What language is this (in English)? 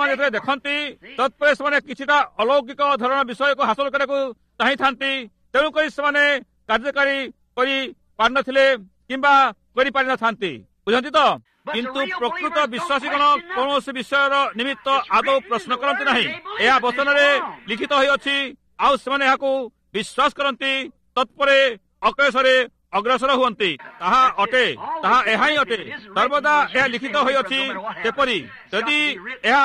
Odia